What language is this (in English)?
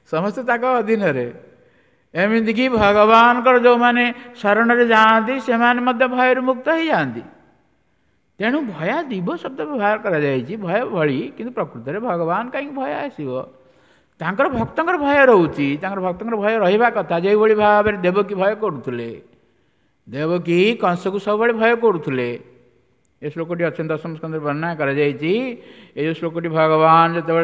Odia